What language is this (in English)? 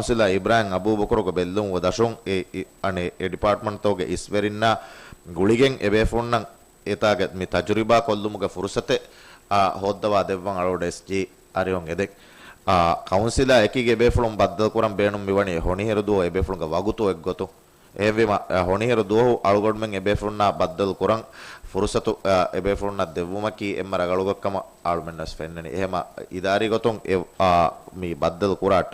Divehi